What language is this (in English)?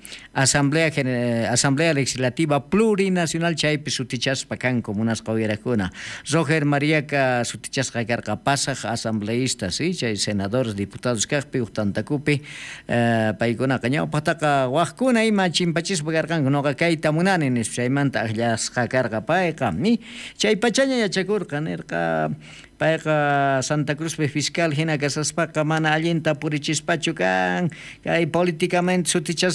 South Bolivian Quechua